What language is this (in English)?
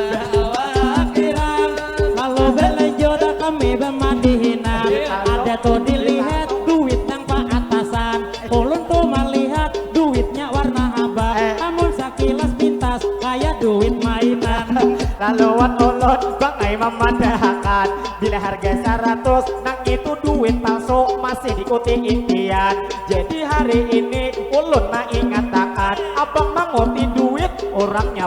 Banjar